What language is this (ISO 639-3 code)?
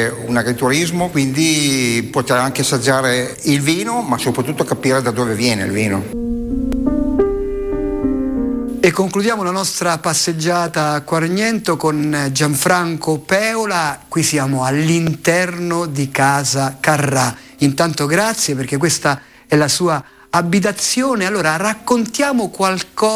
ita